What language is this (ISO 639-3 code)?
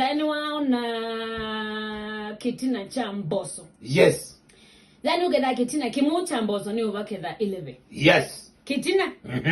kam